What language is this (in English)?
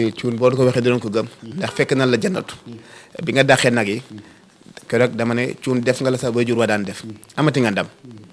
Wolof